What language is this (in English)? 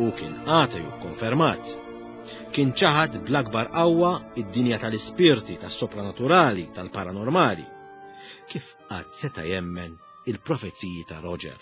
Maltese